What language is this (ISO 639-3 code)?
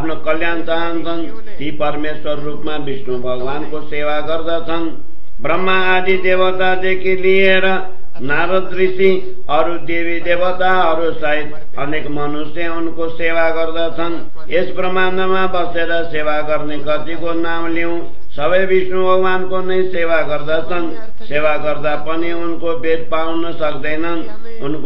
nep